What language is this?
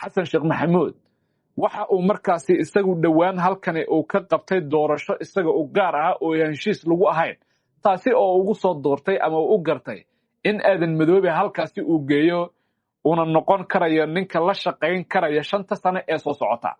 Somali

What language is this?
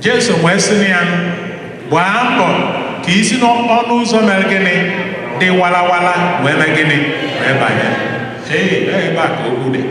Igbo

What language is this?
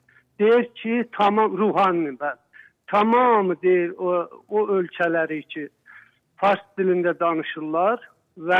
Azerbaijani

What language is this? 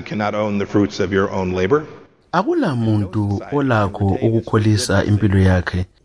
North Ndebele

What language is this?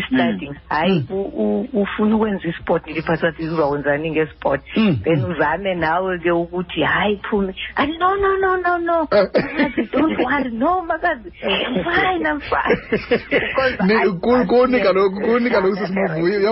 Xhosa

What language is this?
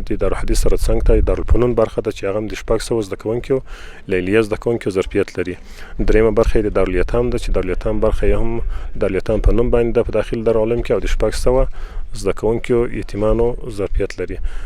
Pashto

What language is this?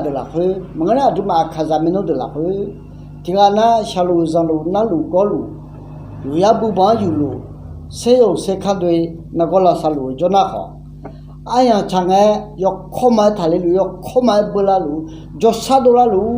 Akha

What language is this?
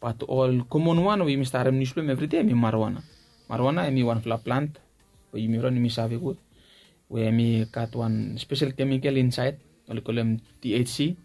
Bislama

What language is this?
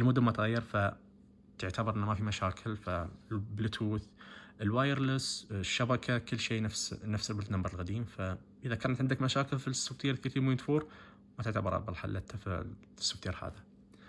Najdi Arabic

